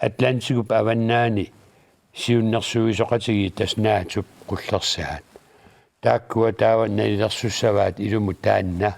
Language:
Kalaallisut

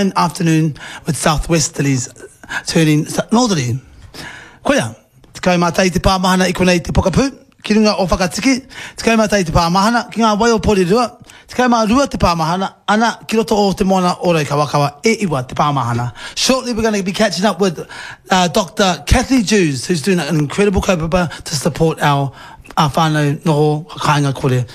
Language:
Māori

